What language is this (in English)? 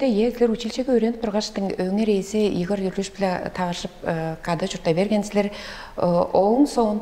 Tuvinian